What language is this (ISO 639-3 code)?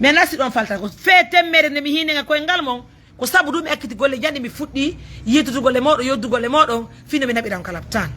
ful